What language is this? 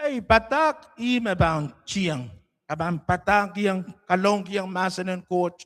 Pohnpeian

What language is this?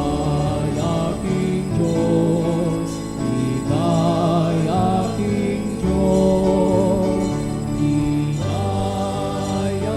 Pampanga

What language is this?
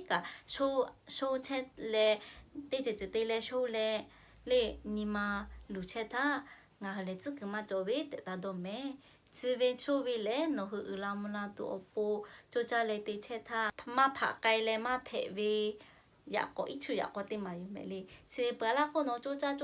Lahu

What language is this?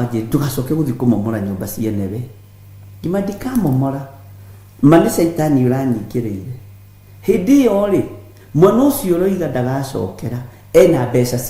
Kikuyu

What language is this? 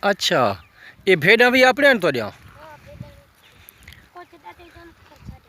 Saraiki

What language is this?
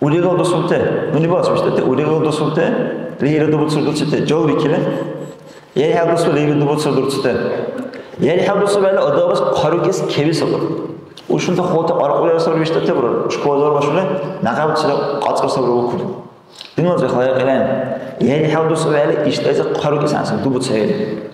Dargwa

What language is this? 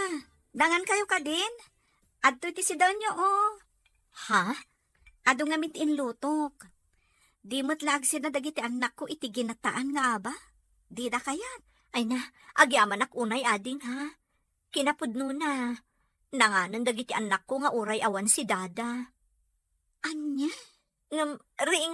Iloko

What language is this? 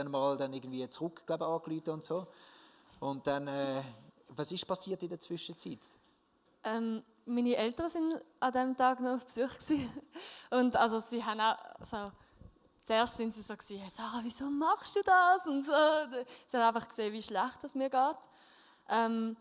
Swiss German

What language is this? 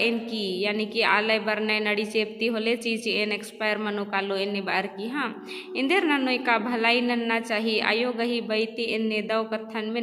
Kurukh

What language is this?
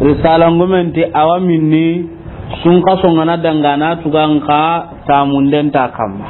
Soninke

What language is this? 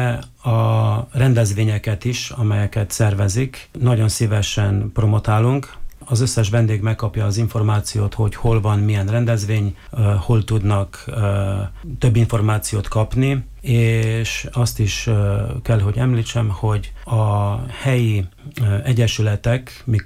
Hungarian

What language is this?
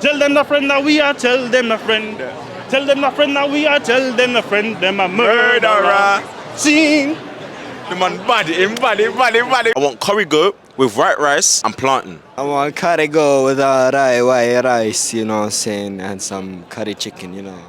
Jamaican Creole English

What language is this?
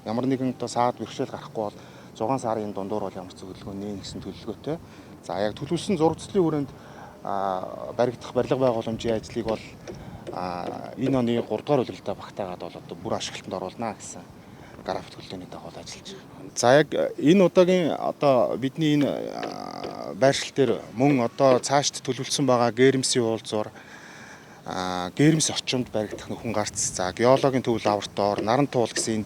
Mongolian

